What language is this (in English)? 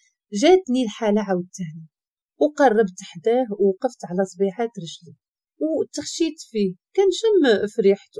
Moroccan Arabic